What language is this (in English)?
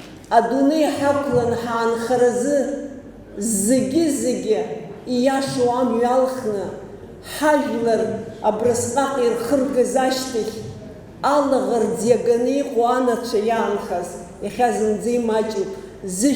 Abkhazian